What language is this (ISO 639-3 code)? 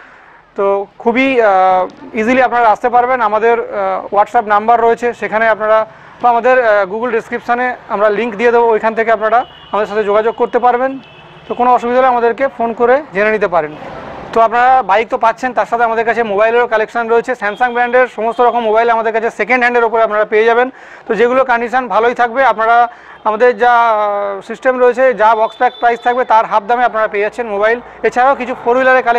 ben